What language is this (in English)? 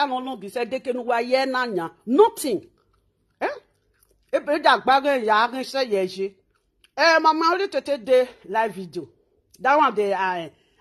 Nigerian Pidgin